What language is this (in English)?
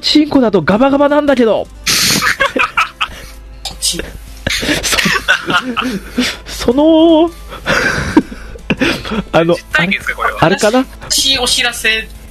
Japanese